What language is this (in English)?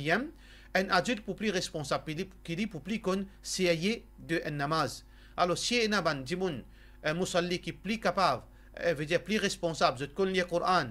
Morisyen